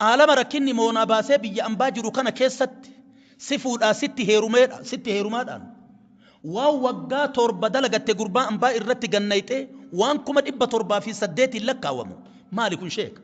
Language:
Oromo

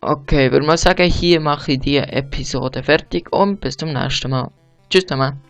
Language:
Swiss German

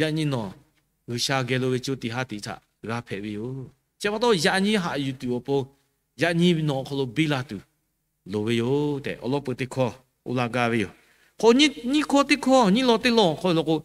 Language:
Lahu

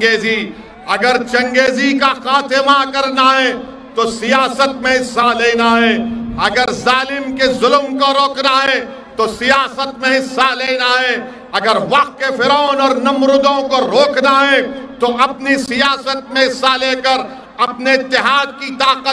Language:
Urdu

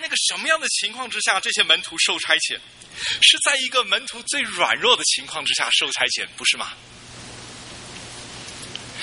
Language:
Chinese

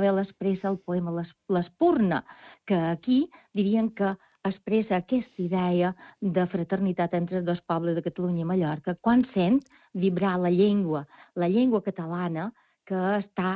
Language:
Catalan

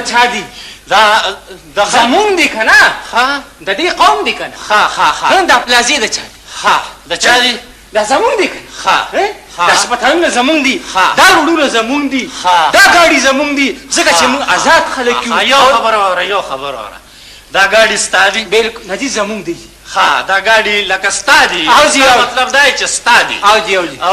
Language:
Pashto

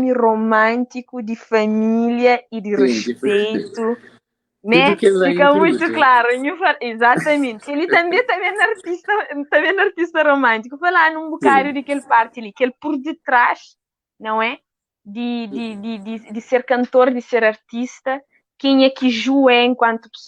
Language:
Kabuverdianu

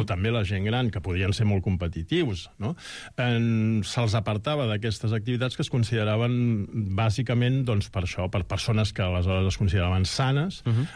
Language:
Catalan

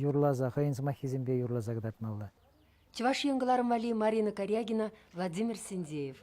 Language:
Chuvash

